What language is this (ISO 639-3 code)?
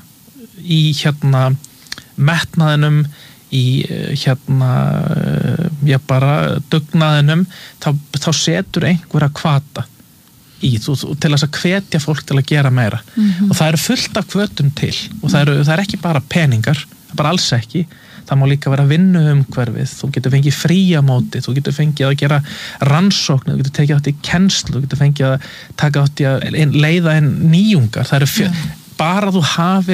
isl